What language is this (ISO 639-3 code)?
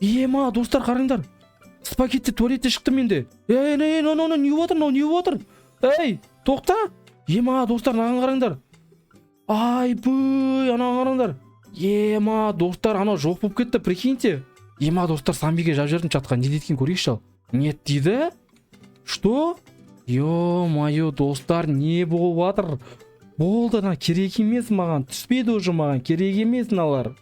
kaz